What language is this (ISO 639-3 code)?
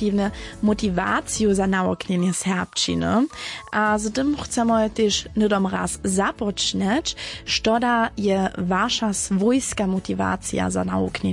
hsb